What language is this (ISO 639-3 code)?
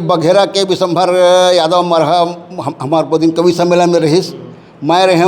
hne